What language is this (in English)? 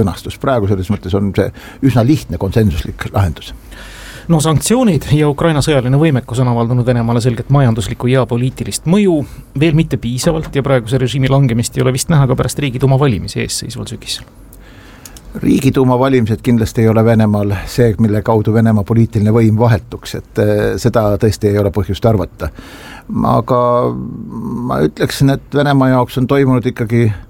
Estonian